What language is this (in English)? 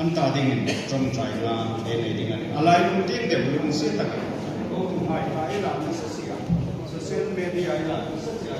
Hmar